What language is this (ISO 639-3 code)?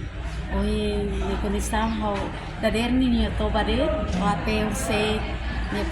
tet